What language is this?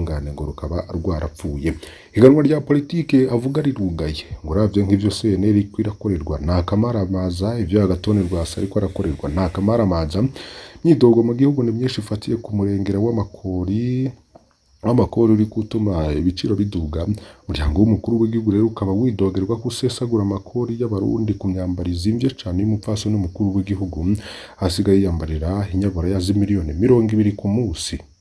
Rundi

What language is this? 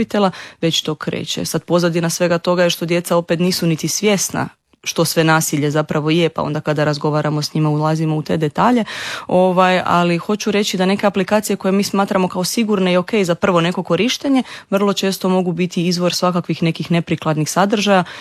Croatian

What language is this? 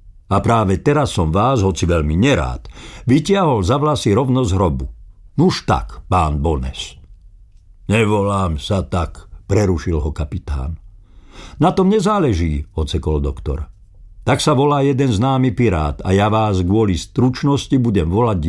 Slovak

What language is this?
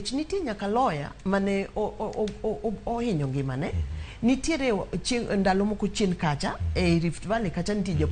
Luo (Kenya and Tanzania)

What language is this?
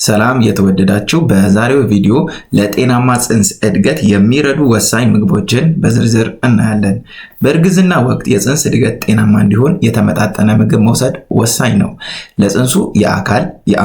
Amharic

